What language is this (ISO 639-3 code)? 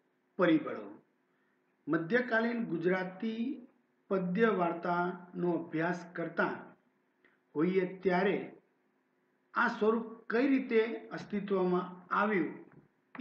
guj